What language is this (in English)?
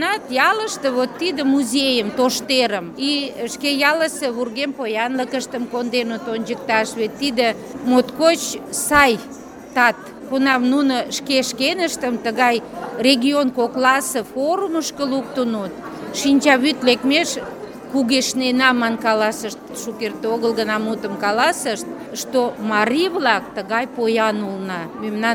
Mari